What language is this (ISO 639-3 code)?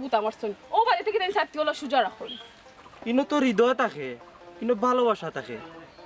syl